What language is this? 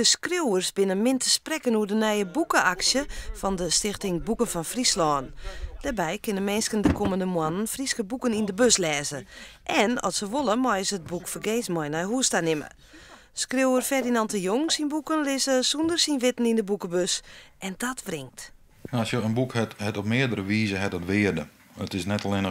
Western Frisian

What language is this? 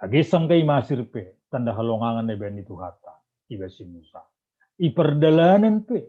Batak Simalungun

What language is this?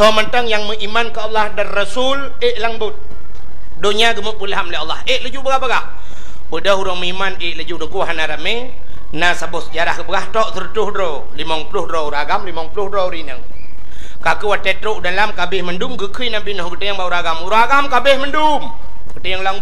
Achinese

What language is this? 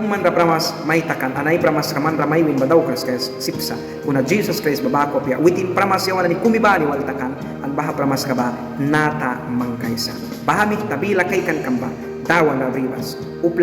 Mískito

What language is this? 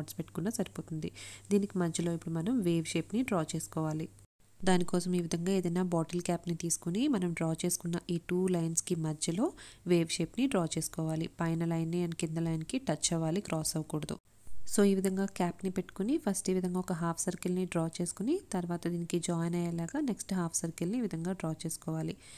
Telugu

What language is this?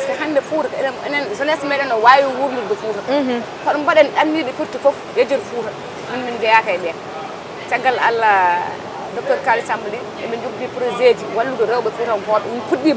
Fula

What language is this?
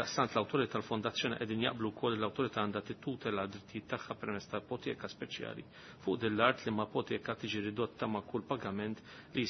Maltese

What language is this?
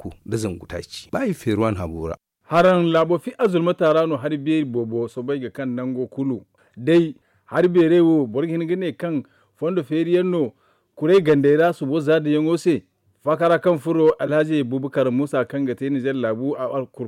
Zarma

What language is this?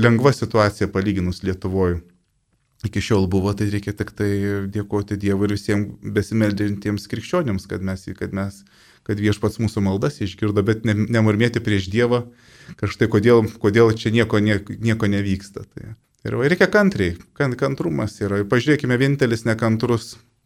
Lithuanian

